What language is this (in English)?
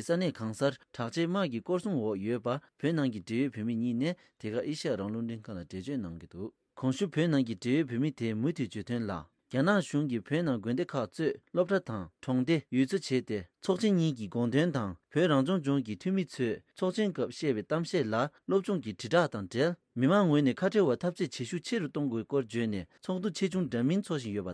Tibetan